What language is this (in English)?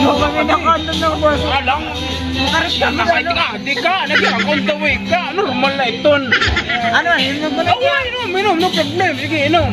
Waray